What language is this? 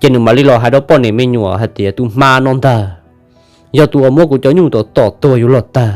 Hmong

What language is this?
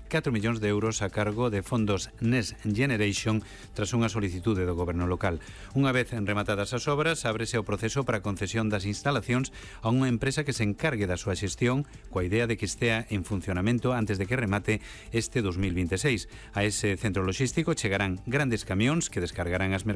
Galician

